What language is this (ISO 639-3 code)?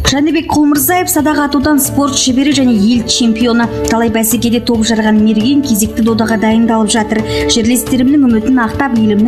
kaz